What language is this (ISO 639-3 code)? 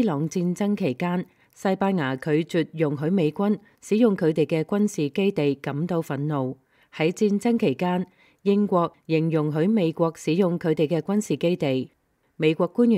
yue